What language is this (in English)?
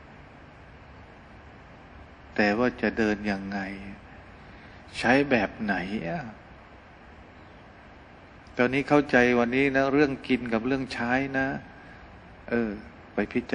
Thai